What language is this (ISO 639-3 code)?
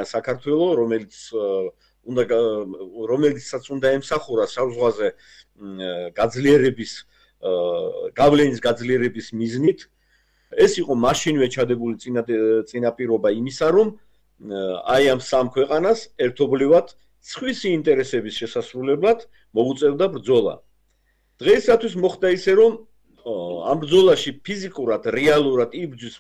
kat